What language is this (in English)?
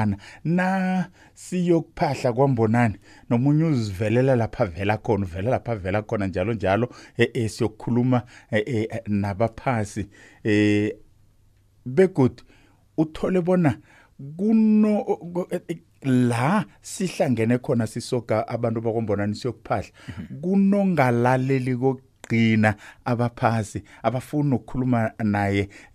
South Ndebele